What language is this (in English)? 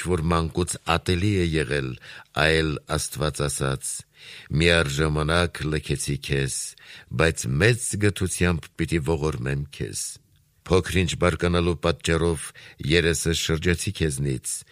Armenian